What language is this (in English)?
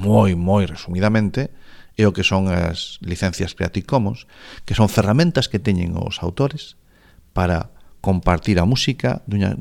Galician